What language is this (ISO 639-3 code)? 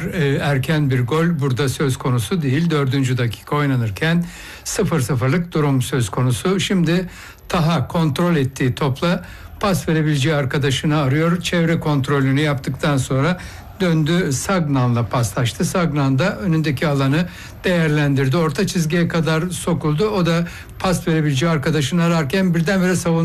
tur